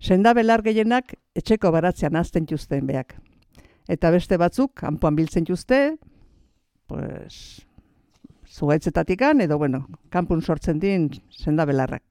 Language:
Basque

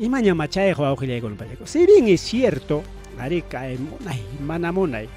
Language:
Ayacucho Quechua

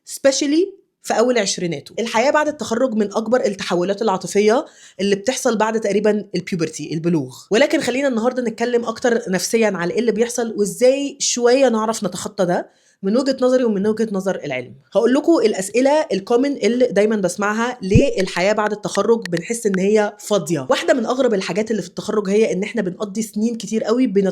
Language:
Egyptian Arabic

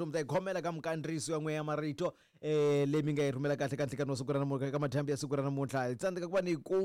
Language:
Tsonga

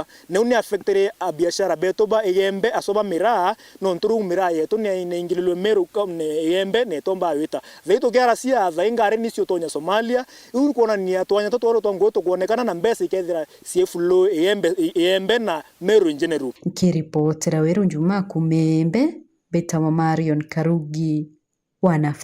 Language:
Meru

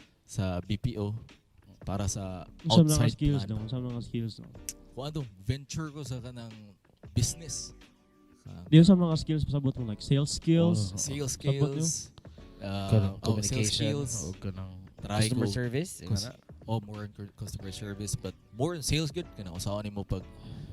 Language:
Cebuano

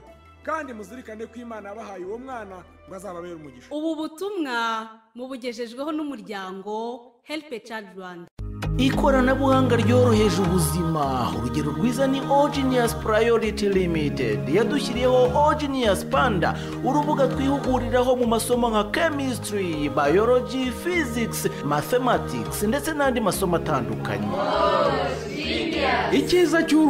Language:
Kinyarwanda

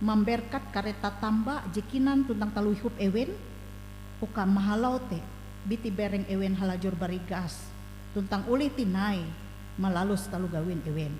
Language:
Ngaju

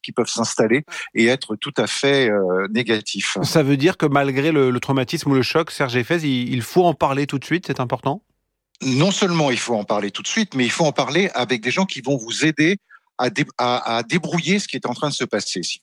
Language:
French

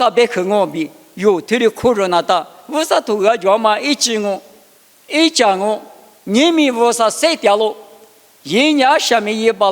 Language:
Lisu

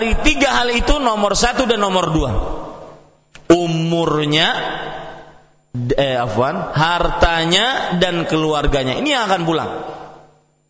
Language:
Indonesian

